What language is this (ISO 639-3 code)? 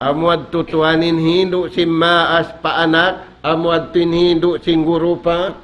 tsg